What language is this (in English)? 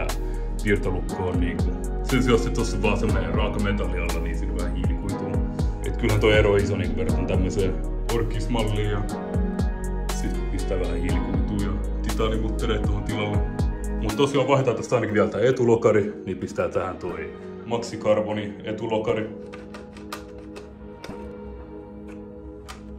Finnish